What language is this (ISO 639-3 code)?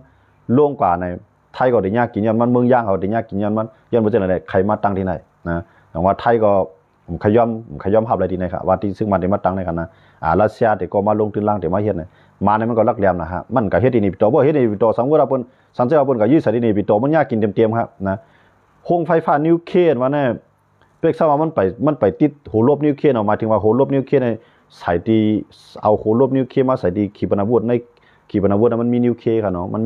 shn